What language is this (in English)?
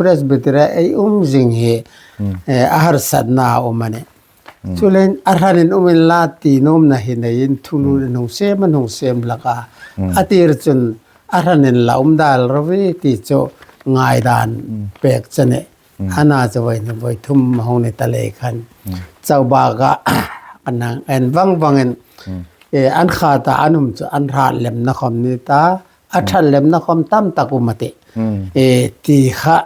Hmar